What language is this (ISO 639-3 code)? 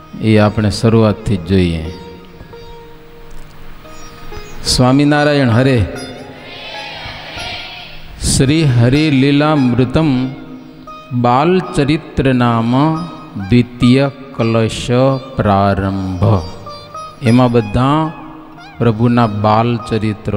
guj